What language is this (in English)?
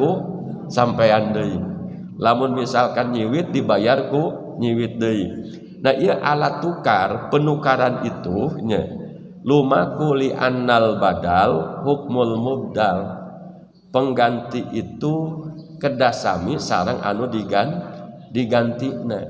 Sundanese